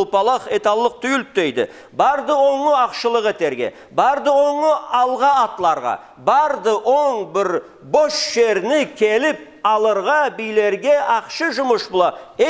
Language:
Karachay-Balkar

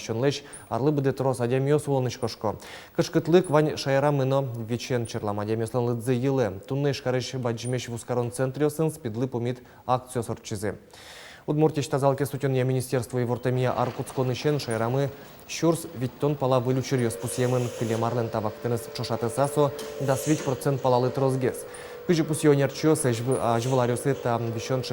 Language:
Udmurt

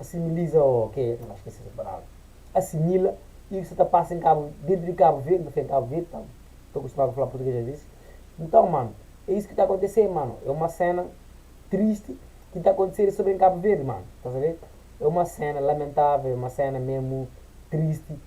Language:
Kabuverdianu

